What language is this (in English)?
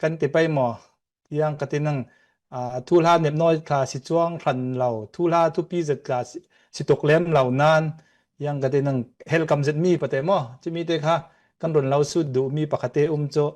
Falam Chin